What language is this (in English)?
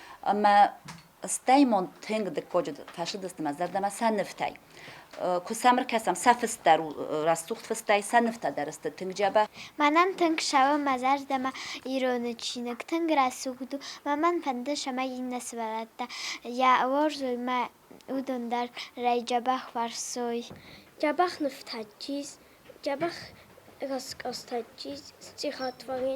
Ossetic